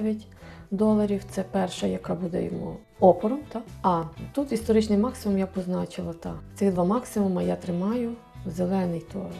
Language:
Ukrainian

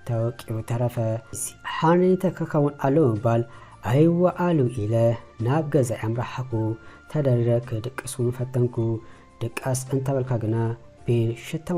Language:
Tigrinya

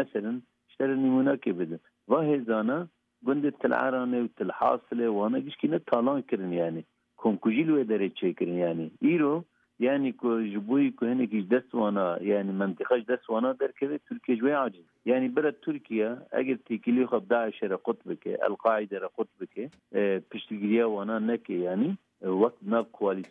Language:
Kurdish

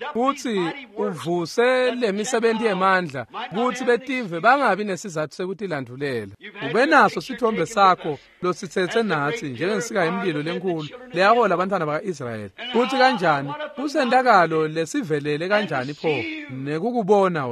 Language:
Swati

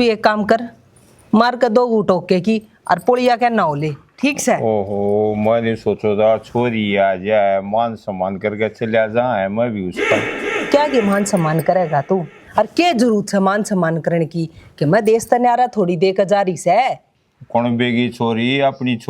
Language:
Haryanvi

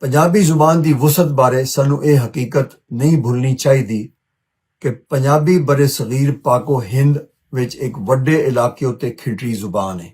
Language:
Western Panjabi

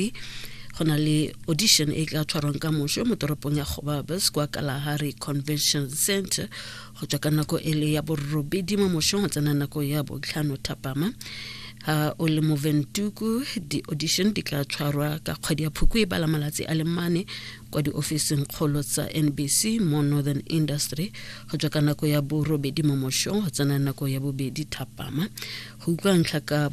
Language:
Tswana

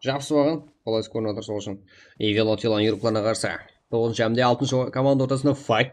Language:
Kara-Kalpak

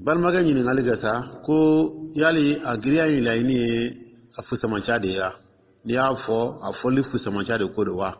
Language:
Dyula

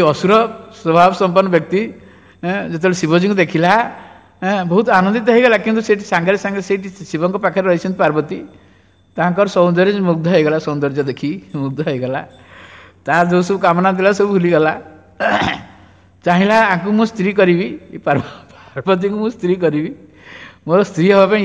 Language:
Odia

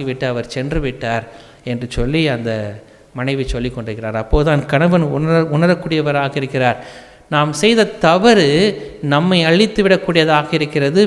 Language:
Tamil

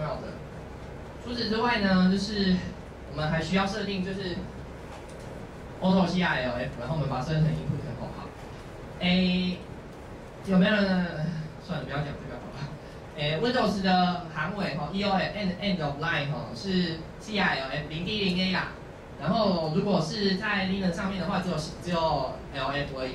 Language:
Chinese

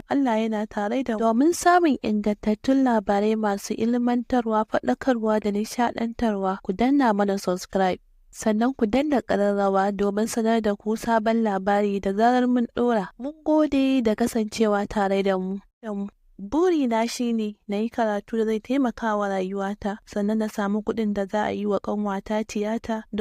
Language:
Hausa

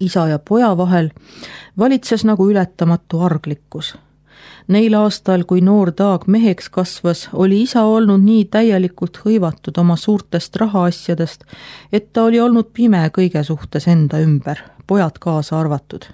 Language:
Estonian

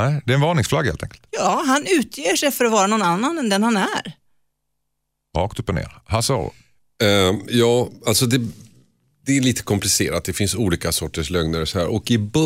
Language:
Swedish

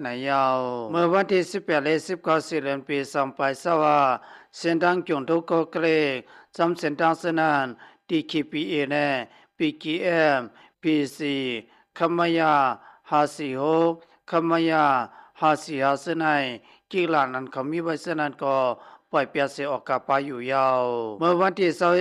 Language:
Shan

